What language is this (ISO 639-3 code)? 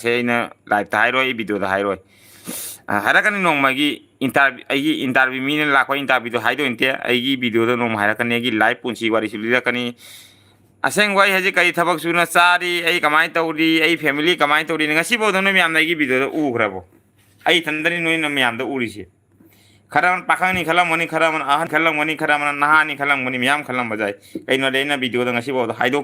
mni